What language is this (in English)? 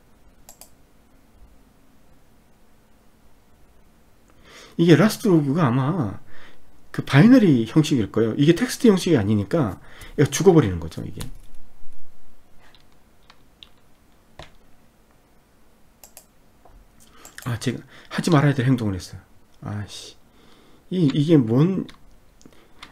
Korean